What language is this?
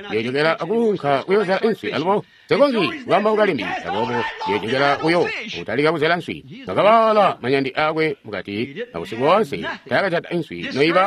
Tonga (Zambia)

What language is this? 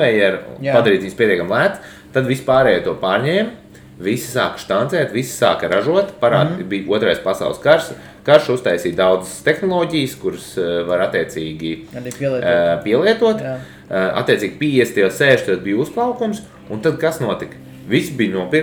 Latvian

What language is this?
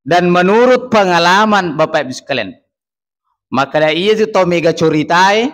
Buginese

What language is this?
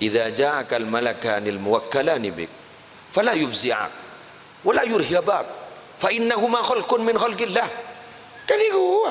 Madurese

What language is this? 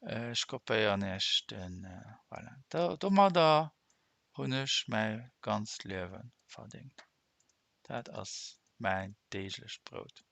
Luxembourgish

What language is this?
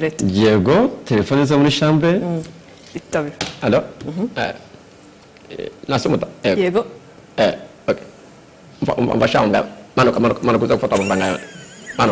Kinyarwanda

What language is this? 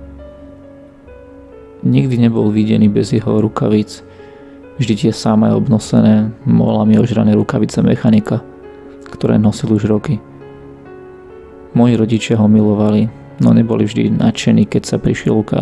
Slovak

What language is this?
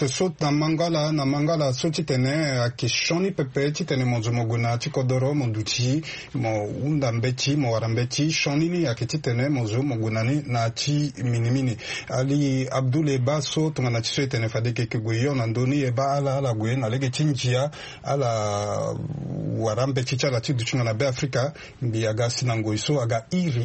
Sango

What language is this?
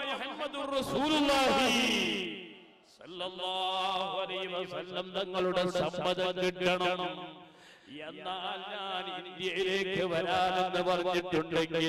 Malayalam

